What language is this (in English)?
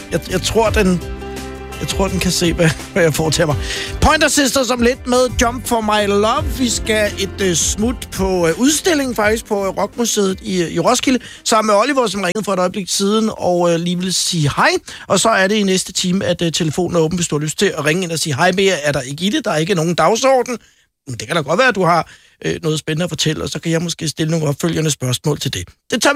Danish